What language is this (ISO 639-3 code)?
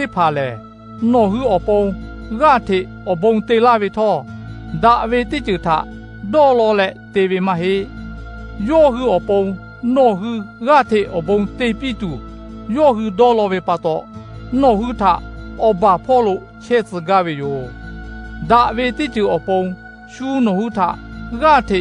lhu